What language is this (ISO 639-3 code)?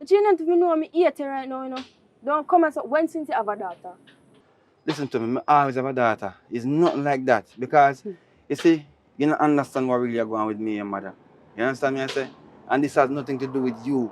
jam